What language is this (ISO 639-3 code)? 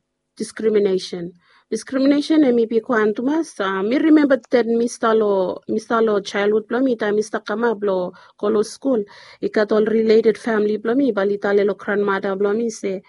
bis